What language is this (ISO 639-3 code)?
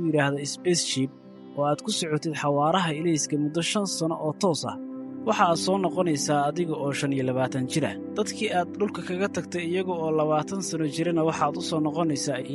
som